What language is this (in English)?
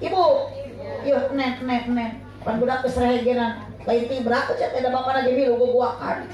Sundanese